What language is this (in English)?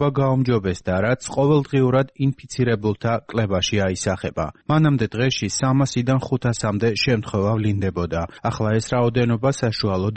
Georgian